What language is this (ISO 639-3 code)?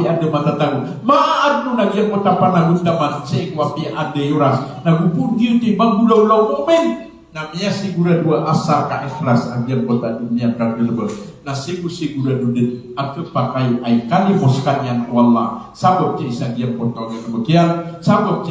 mrw